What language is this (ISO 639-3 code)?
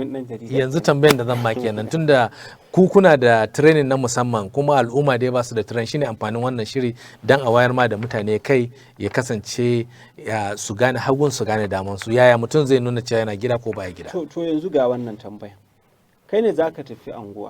hau